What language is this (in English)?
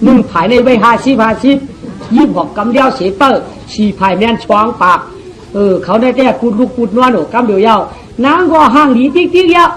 Shan